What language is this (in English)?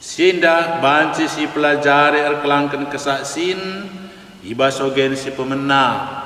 Batak Karo